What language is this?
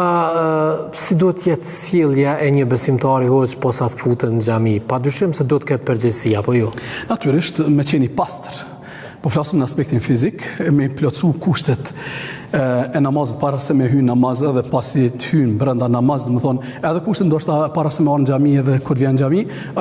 Albanian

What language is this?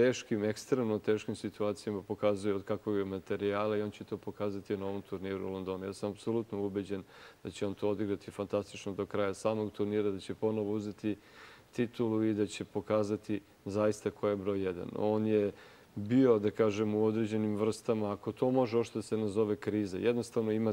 Serbian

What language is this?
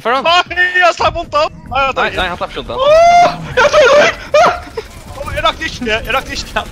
Faroese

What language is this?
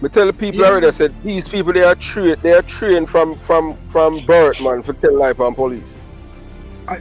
Jamaican Creole English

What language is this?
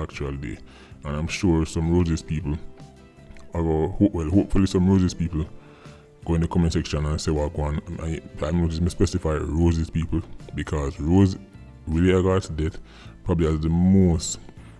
Jamaican Creole English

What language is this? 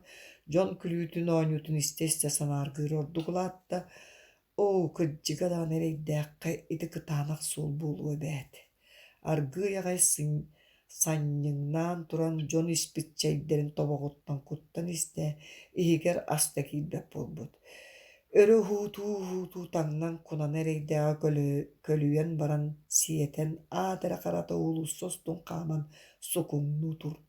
Yakut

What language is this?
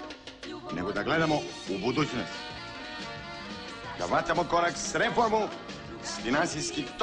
Serbian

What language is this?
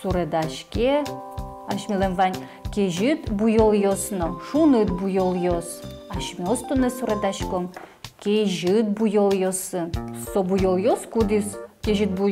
Udmurt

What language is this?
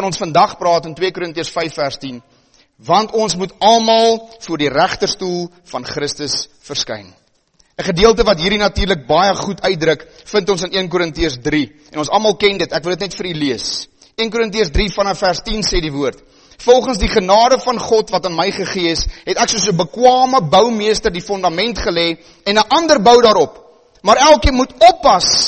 Afrikaans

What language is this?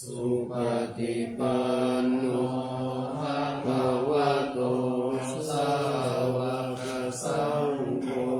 Pali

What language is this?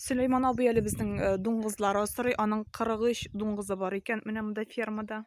Tatar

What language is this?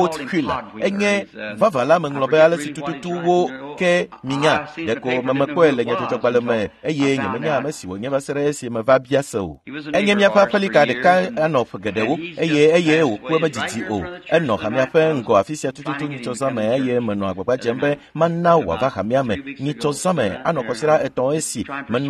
Ewe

